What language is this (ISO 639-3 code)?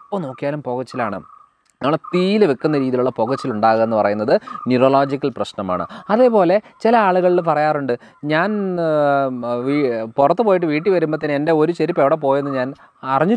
mal